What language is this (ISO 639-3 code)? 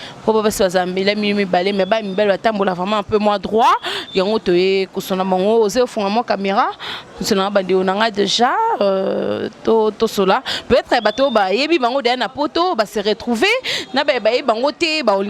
lin